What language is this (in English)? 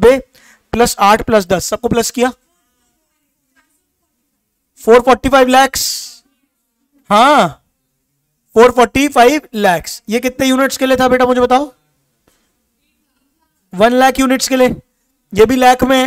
Hindi